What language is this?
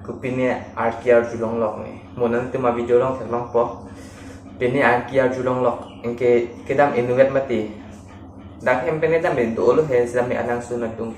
Karbi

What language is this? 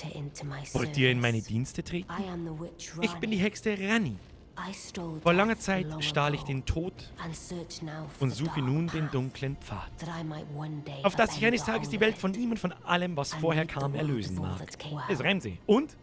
Bavarian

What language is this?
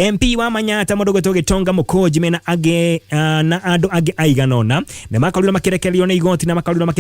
Kikuyu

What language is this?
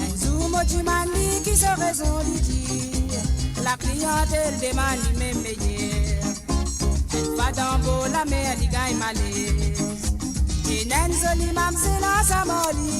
Morisyen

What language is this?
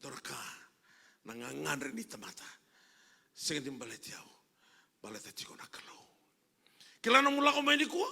Fijian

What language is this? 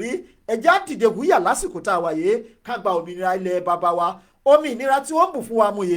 Yoruba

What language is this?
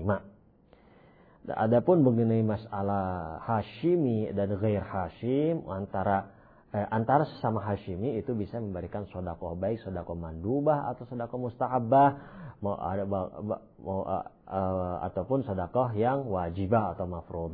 Indonesian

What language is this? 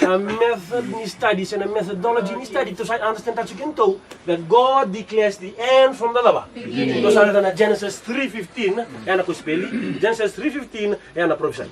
Fijian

